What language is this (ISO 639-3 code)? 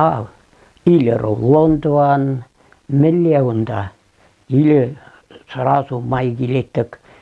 chv